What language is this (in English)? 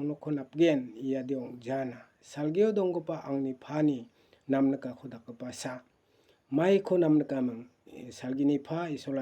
Garo